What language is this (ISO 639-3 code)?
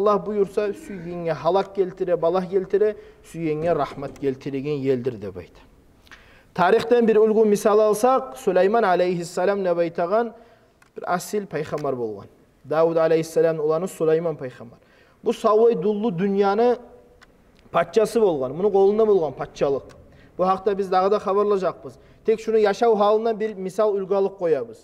kum